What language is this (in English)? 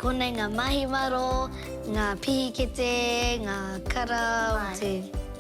Māori